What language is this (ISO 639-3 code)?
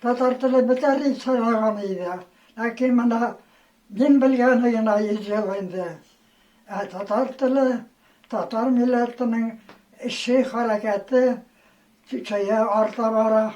tat